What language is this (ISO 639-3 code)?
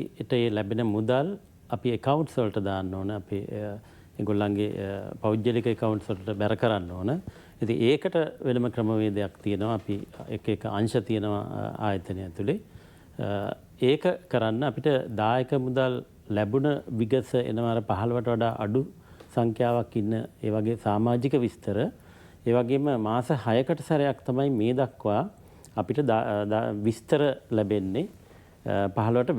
sin